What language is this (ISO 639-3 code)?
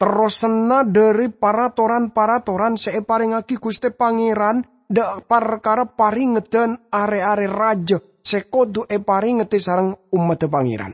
mad